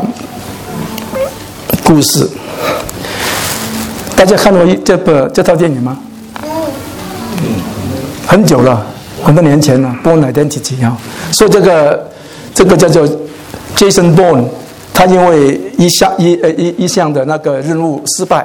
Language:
Chinese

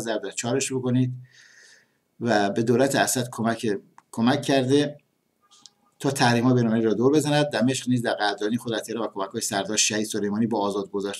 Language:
Persian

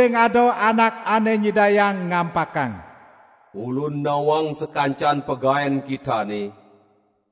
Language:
Balinese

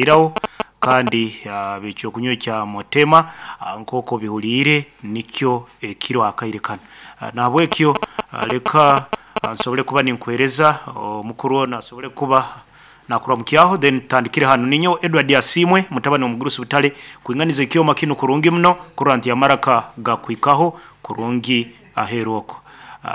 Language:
Nyankole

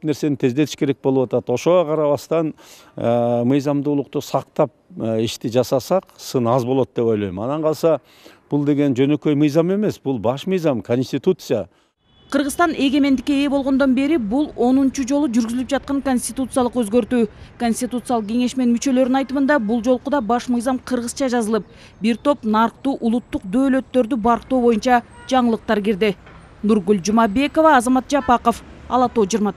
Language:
Kyrgyz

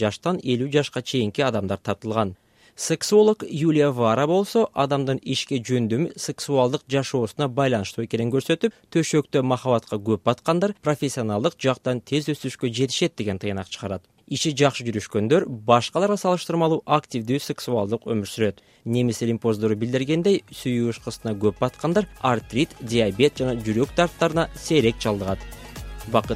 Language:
Kyrgyz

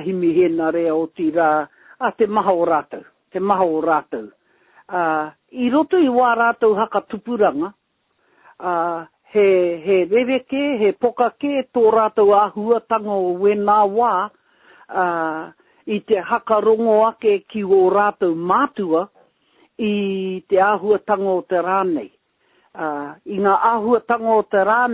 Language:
Māori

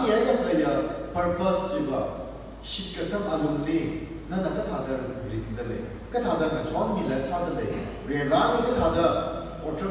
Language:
Tangkhul Naga (India)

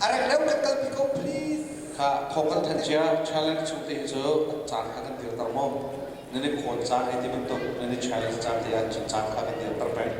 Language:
Hakha Chin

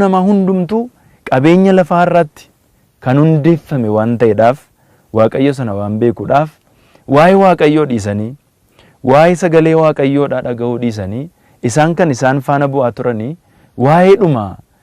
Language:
Oromo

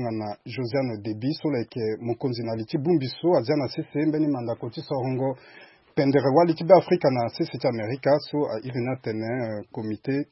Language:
Sango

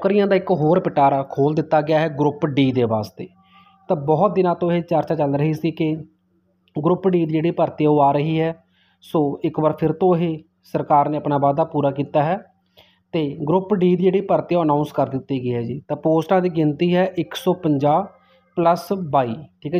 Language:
Punjabi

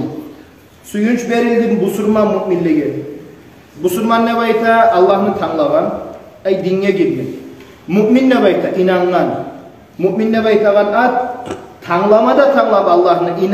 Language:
Kumyk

